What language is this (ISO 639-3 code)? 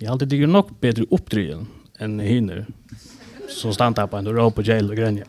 fao